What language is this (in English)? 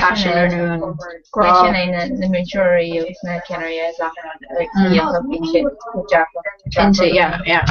Irish